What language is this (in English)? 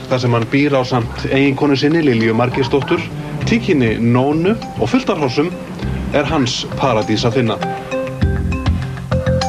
Icelandic